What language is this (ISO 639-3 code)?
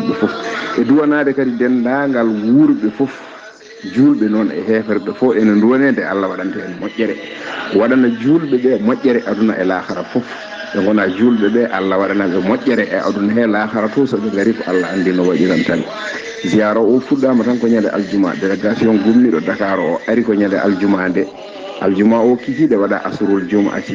ful